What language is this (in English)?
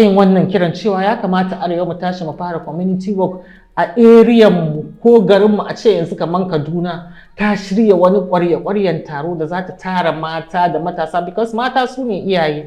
Hausa